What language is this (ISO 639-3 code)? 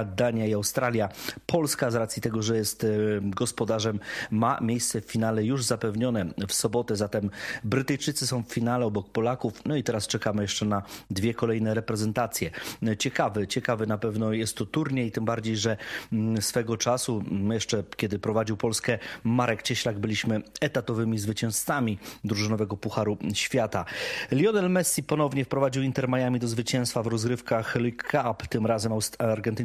pol